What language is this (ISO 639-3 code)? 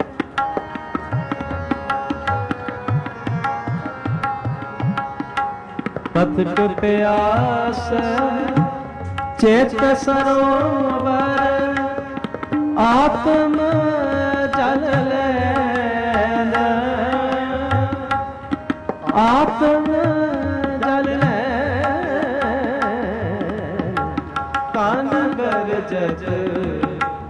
pan